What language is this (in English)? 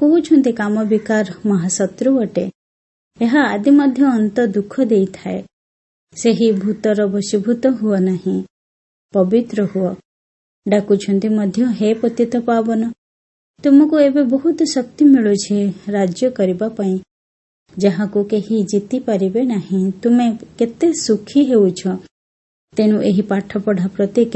Odia